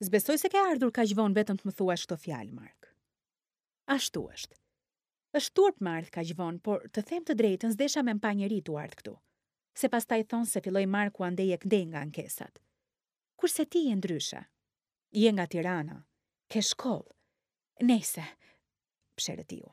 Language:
Albanian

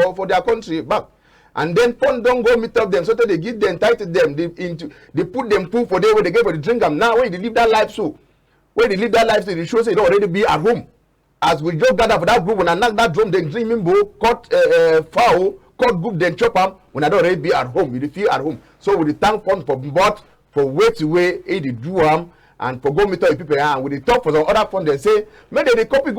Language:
Cameroon Pidgin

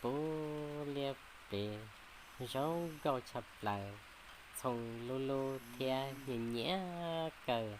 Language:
Hmong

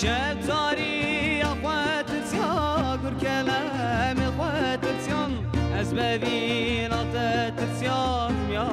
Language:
Kurdish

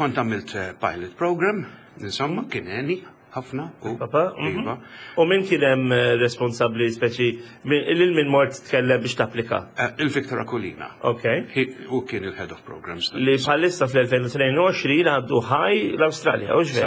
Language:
Maltese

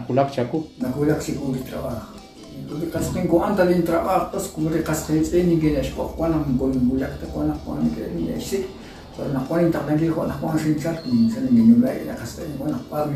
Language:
Kekchí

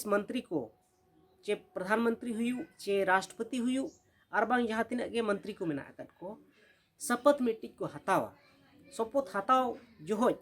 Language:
Santali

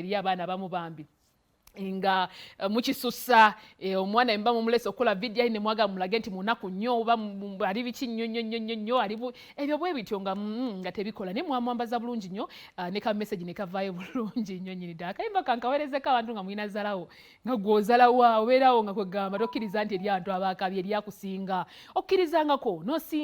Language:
Ganda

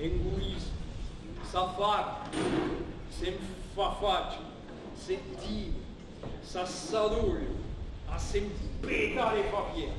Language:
Occitan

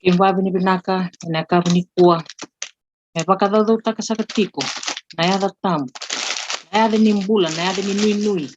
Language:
Fijian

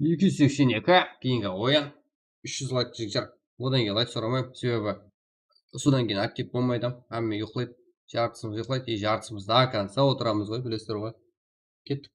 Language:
Kara-Kalpak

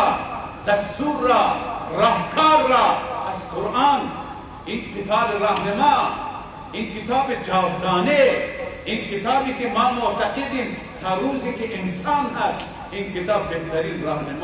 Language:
Persian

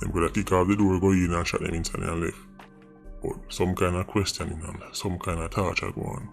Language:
Jamaican Creole English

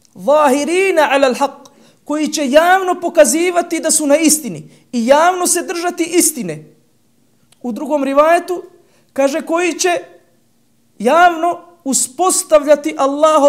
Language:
Bosnian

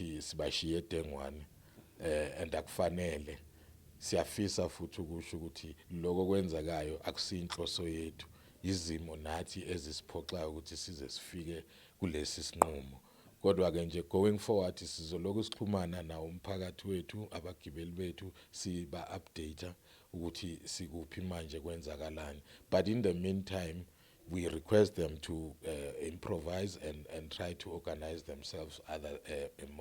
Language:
Zulu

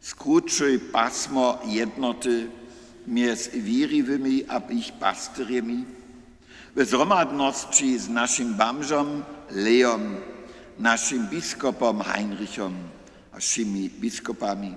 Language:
Upper Sorbian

